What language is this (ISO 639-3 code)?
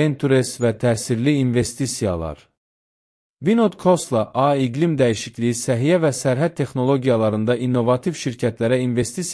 aze